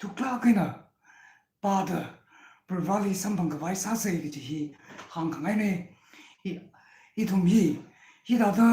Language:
Tangkhul Naga (India)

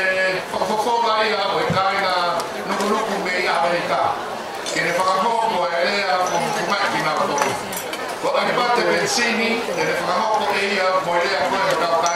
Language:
Tongan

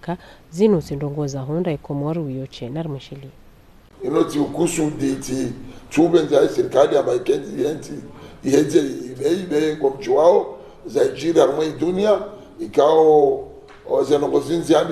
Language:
Ngazidja Comorian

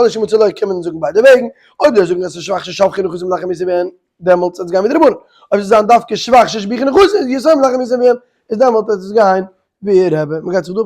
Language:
Yiddish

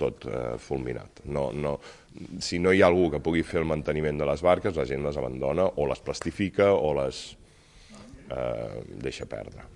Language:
Catalan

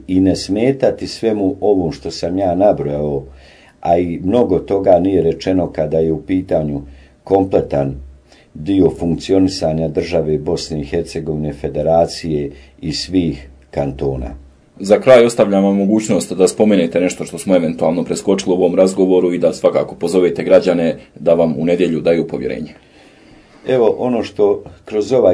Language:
Bosnian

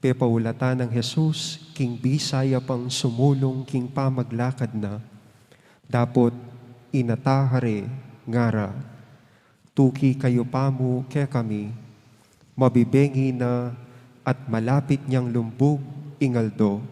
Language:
Pampanga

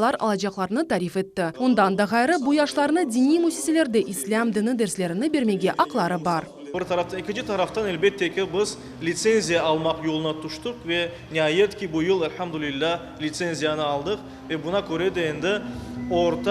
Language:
Crimean Tatar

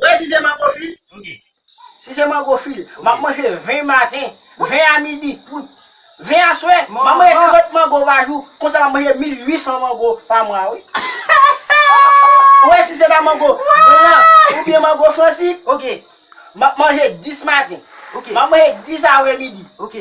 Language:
Haitian Creole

